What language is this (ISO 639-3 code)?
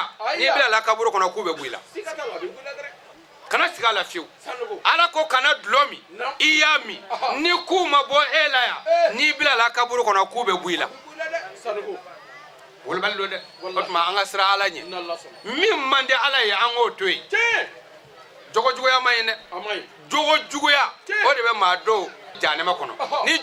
bam